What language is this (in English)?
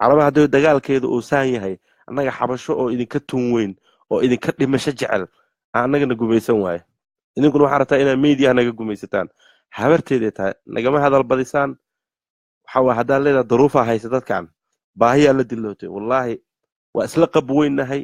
Somali